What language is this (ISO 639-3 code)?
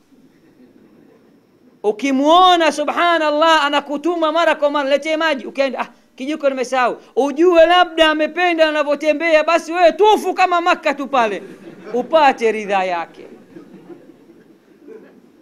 swa